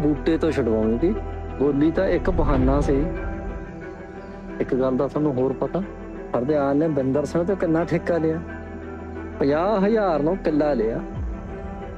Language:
Punjabi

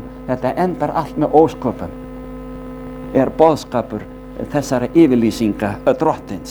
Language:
Icelandic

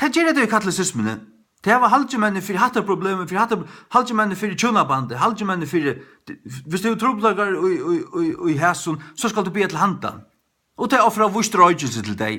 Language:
Faroese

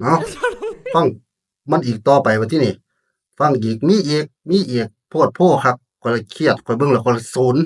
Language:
Northeastern Thai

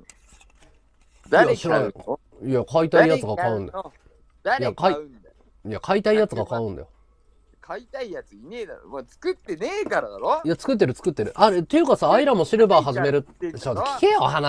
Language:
Japanese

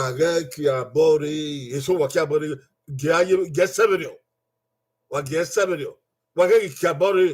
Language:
Bini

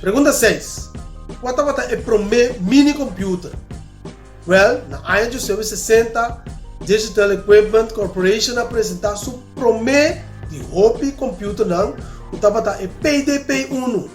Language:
Papiamento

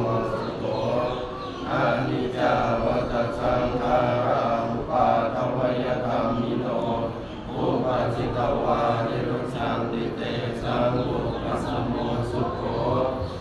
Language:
Pali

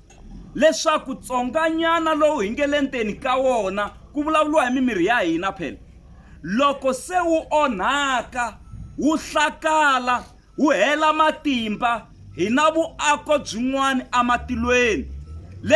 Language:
Tsonga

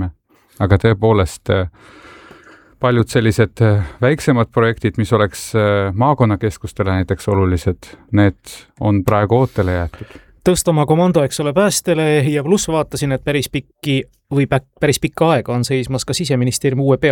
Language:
Estonian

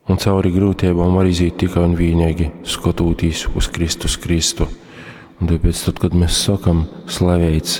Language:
Latgalian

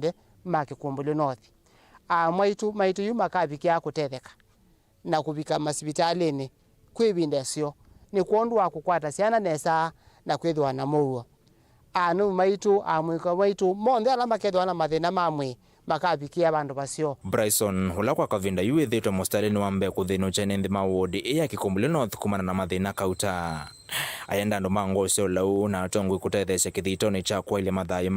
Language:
Kamba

